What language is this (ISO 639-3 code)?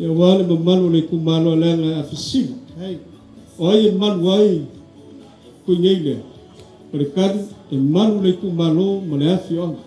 smo